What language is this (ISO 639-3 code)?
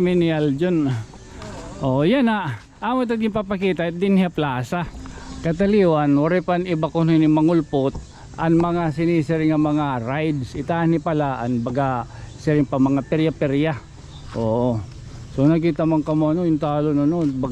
war